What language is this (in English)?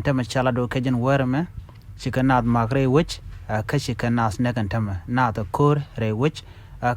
Nuer